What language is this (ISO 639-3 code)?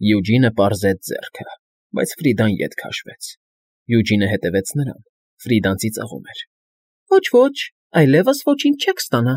hye